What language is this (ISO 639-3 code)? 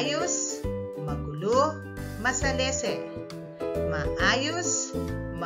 pam